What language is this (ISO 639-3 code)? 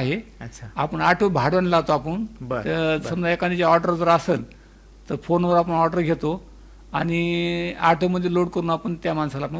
mar